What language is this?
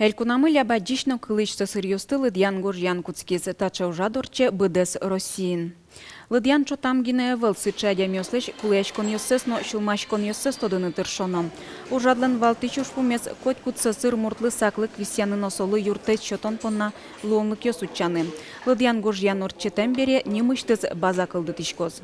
Udmurt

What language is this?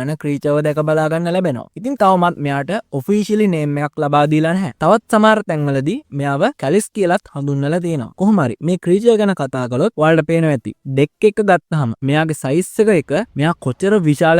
Sinhala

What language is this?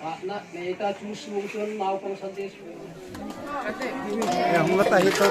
Hmar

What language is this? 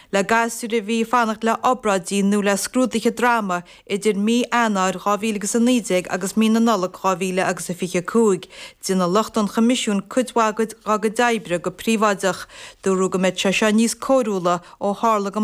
Irish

